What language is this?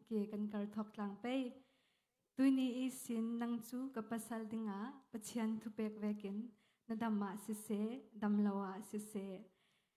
Falam Chin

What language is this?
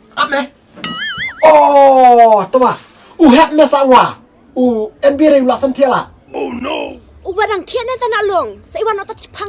Khasi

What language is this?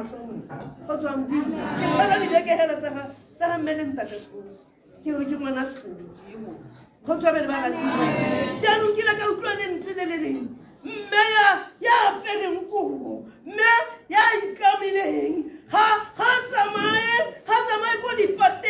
Tswana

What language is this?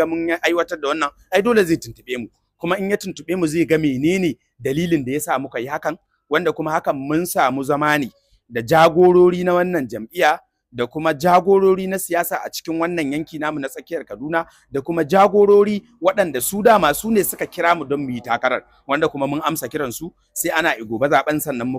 Hausa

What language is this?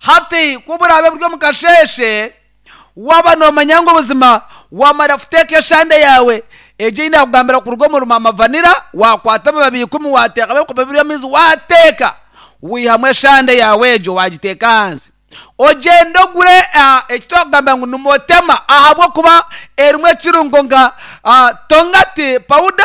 Nyankole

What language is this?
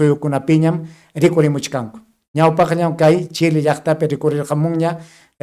Ayacucho Quechua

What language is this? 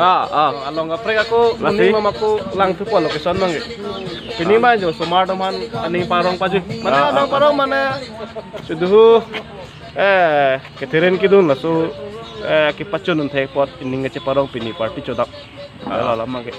Karbi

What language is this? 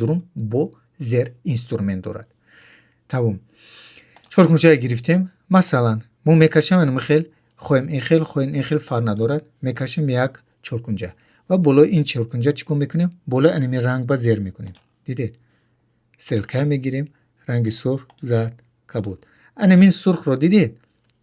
Tajik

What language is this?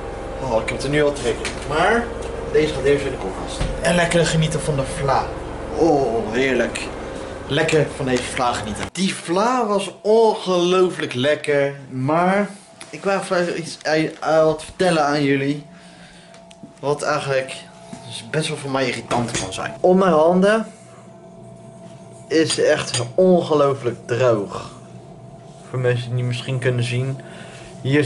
Dutch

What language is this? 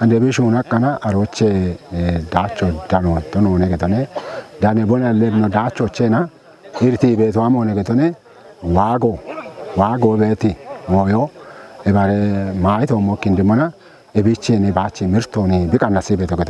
Kafa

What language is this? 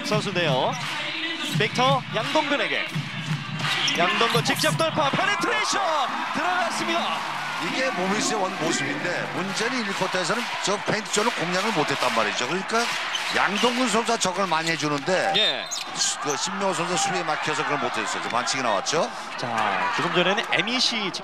Korean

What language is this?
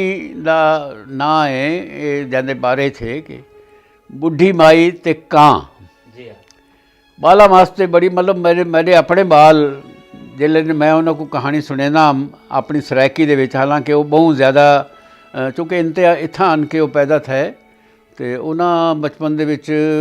Saraiki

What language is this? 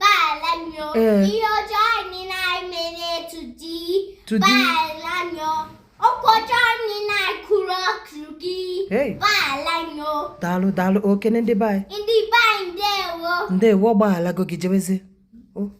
Igbo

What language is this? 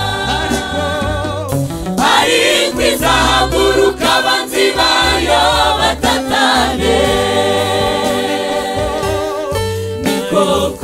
Kinyarwanda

